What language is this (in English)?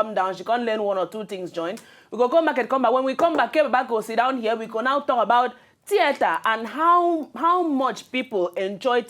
Nigerian Pidgin